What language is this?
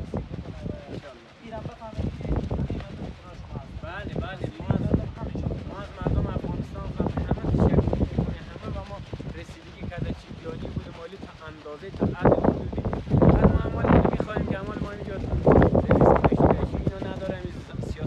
Persian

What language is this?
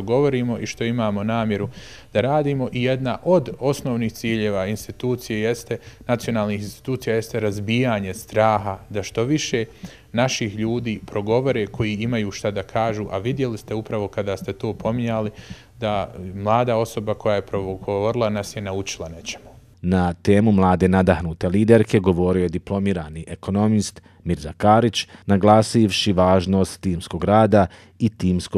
Bosnian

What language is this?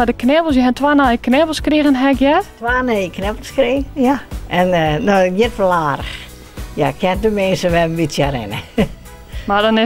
Western Frisian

